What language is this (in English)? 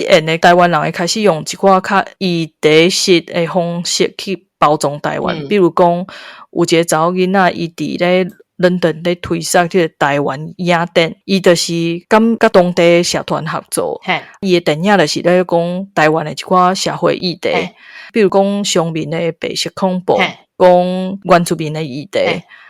Min Nan Chinese